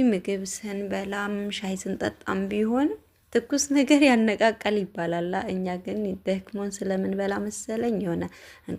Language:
Amharic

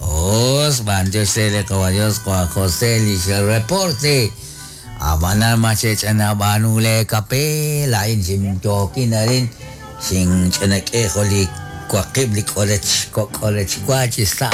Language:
Kekchí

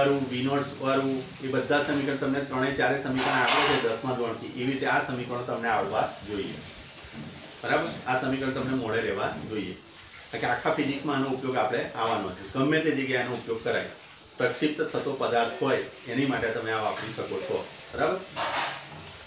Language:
Gujarati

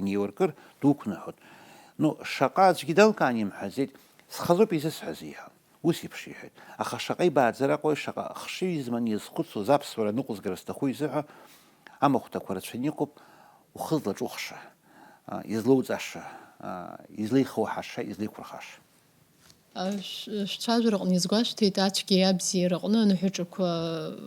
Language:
Abkhazian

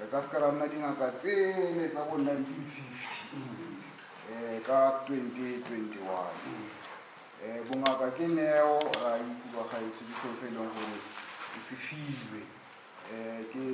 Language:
Tswana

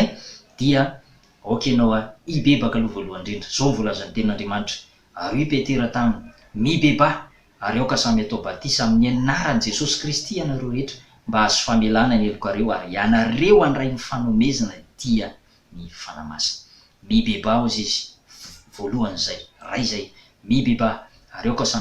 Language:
Malagasy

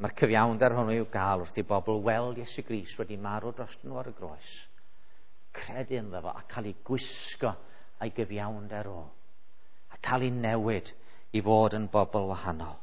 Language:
Welsh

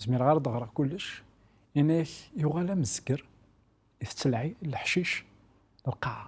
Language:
Kabyle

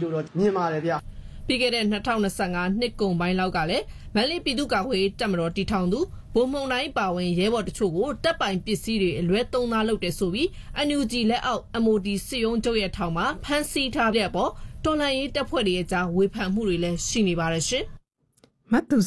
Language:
Burmese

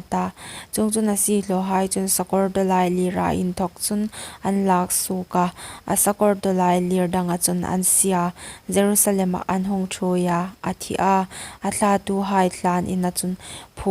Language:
Hmar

